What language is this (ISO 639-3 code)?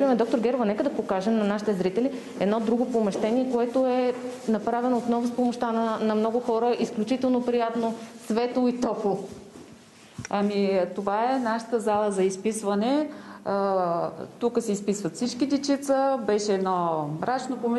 bul